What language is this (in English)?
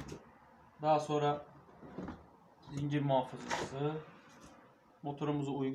Turkish